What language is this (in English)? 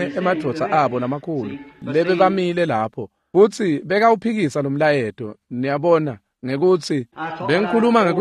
Swati